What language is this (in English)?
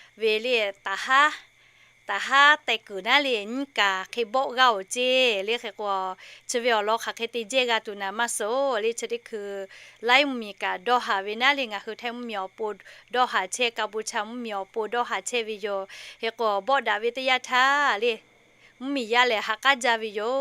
Lahu